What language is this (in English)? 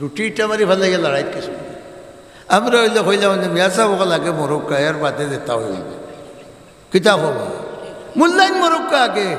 Sylheti